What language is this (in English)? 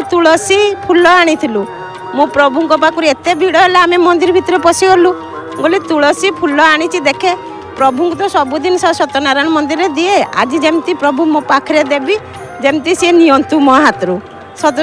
Odia